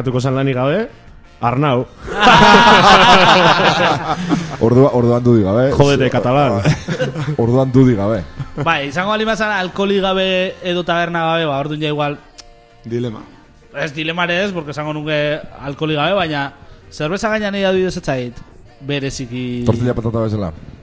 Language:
Basque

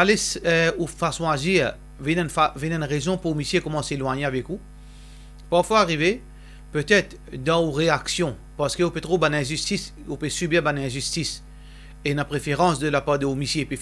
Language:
Morisyen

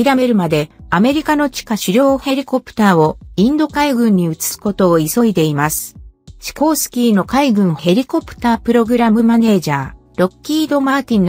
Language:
Japanese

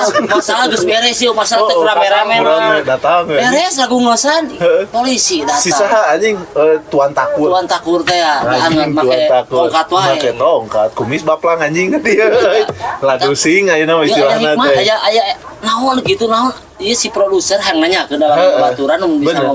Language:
Sundanese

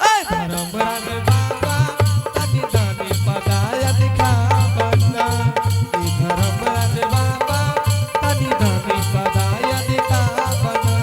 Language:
Angika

